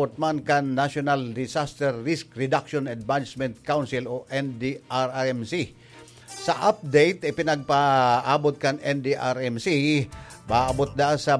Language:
Bikol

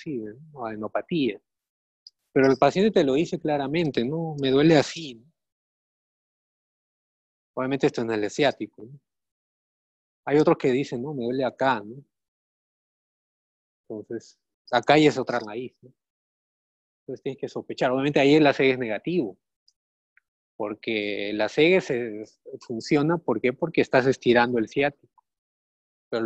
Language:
Spanish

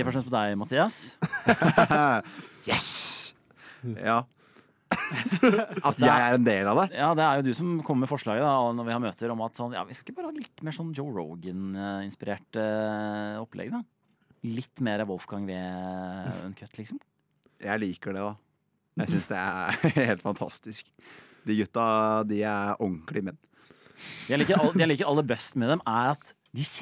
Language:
Norwegian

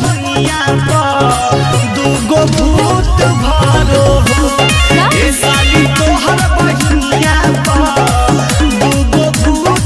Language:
Magahi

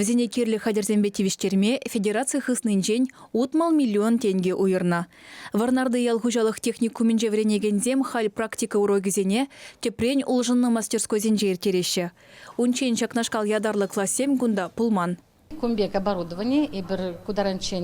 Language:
Chuvash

